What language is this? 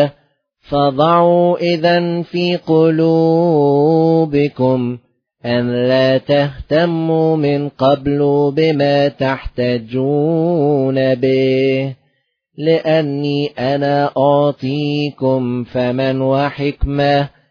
Arabic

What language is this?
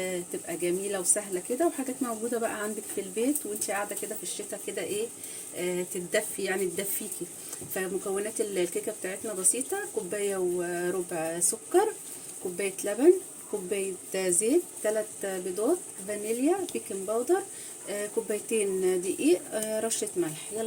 Egyptian Arabic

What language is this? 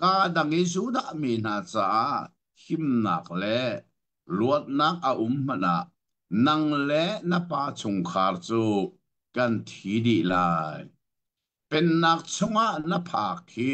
Hakha Chin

